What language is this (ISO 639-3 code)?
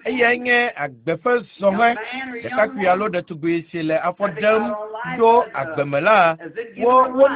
ewe